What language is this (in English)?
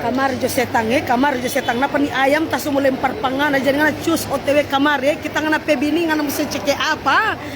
Manado Malay